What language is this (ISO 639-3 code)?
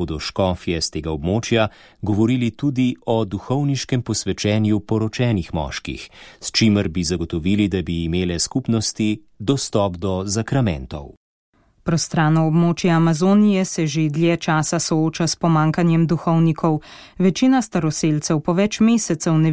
slv